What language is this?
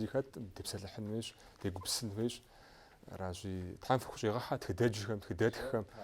Kabardian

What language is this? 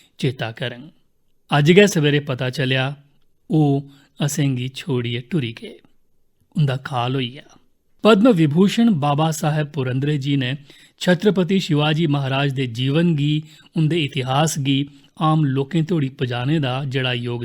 Dogri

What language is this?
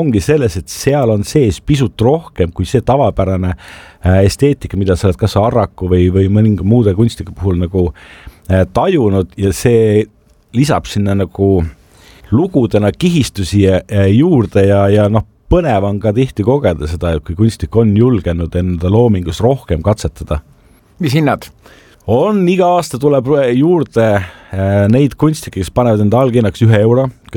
Estonian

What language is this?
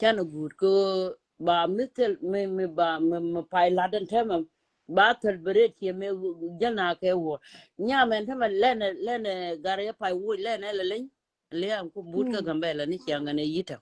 Nuer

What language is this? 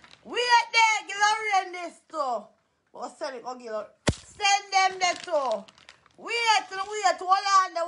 Jamaican Creole English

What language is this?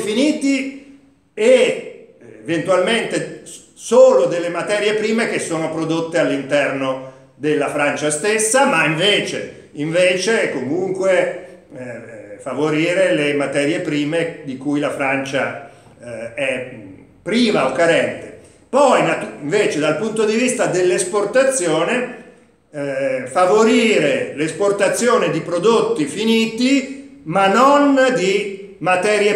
Italian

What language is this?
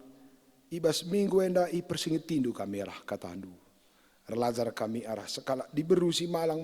Batak Karo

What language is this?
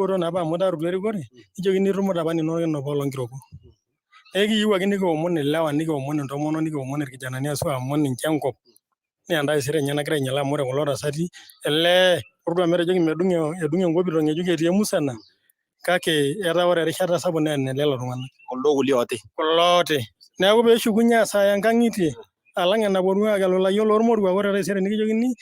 Masai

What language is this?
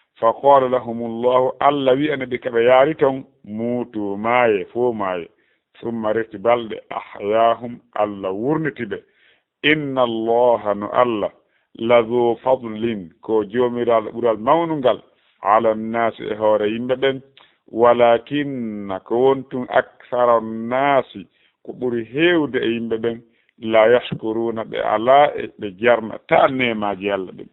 Fula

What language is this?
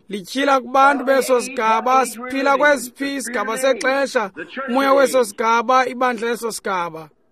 Xhosa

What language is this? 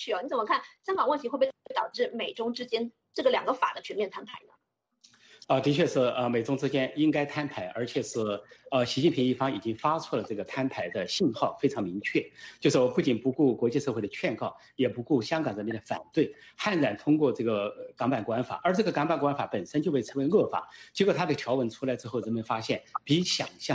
Chinese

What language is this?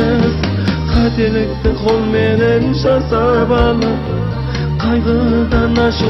Kazakh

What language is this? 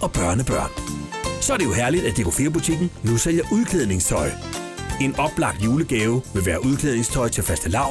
Danish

